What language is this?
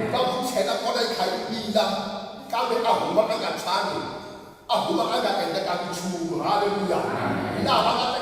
Tsonga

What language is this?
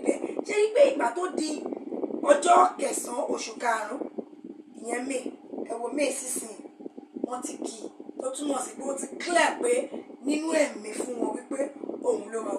Yoruba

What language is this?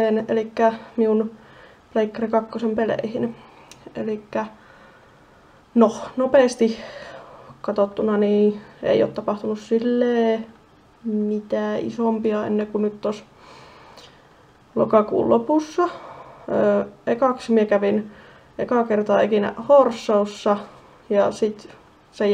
Finnish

